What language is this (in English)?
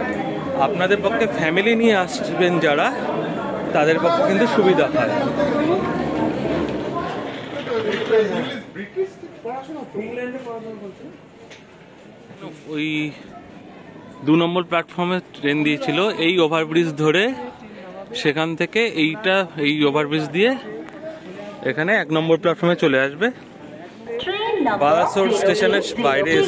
Bangla